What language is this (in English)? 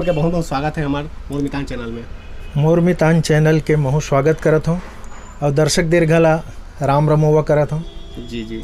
Chhattisgarhi